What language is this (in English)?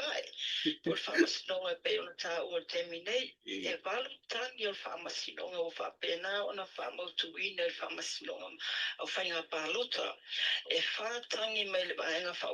Samoan